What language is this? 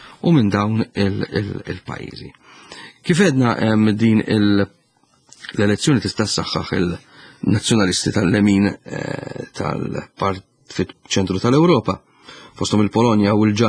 Maltese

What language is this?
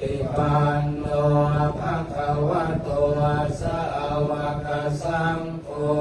Pali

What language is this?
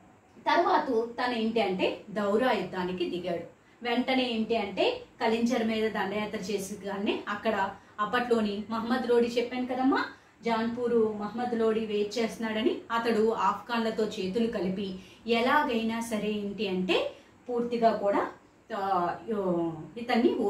Telugu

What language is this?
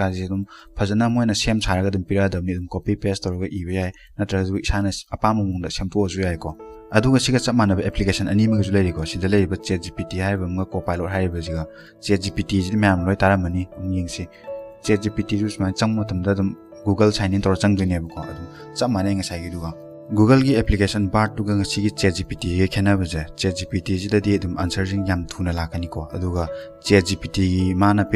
Manipuri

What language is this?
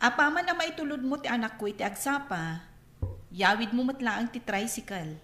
Iloko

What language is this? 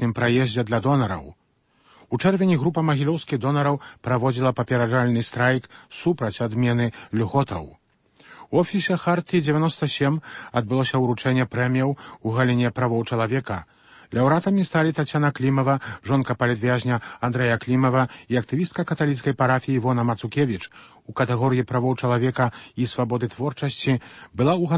Belarusian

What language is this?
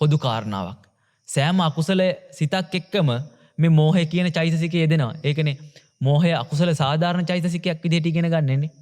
Sinhala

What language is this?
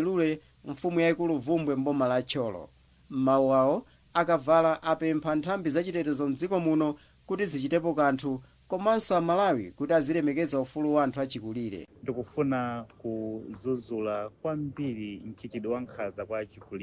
Nyanja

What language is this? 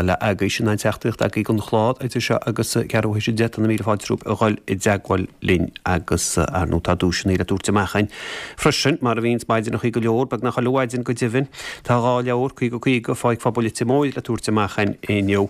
Irish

